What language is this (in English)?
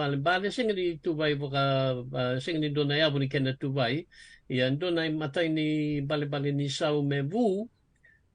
Fijian